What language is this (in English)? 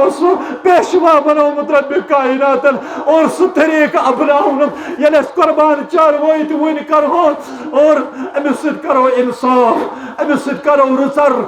Kashmiri